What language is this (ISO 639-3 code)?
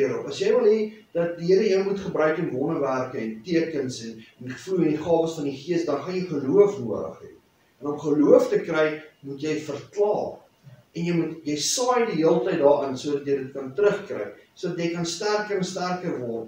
afr